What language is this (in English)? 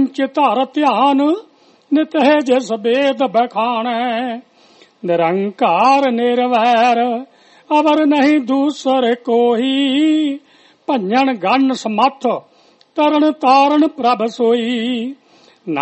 Punjabi